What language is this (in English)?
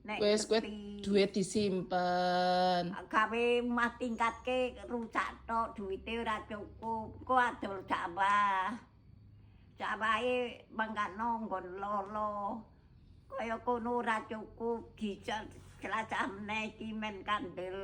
Javanese